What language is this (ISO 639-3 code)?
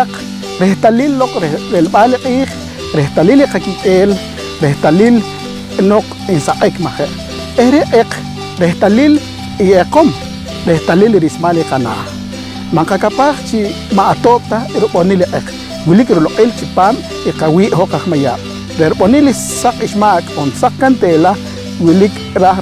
poh